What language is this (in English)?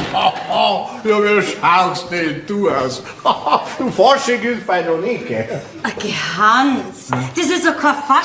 Bavarian